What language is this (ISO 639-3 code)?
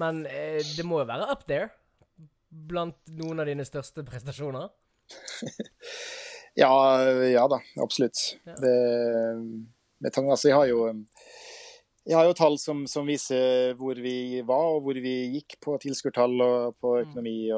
nor